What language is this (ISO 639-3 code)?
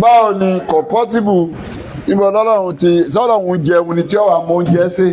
yor